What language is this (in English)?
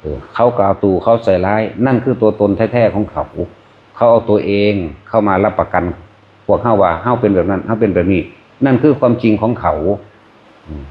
Northeastern Thai